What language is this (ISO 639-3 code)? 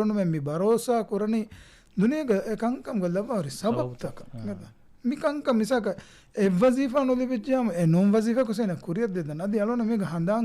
div